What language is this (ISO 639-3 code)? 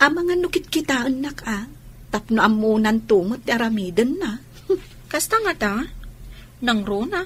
ilo